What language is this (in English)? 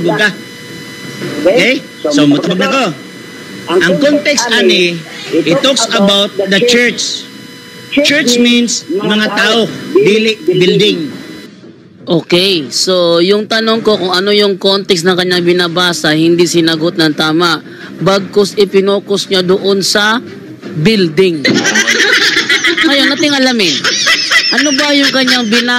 Filipino